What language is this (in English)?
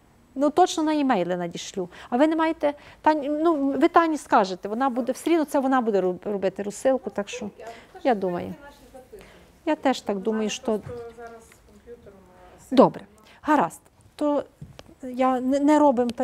Ukrainian